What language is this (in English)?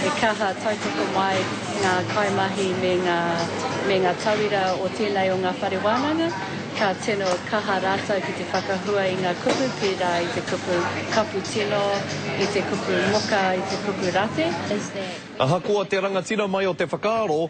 Māori